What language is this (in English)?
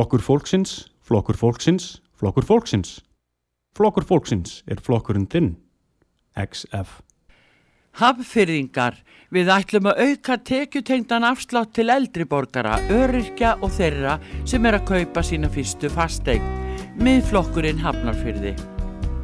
Icelandic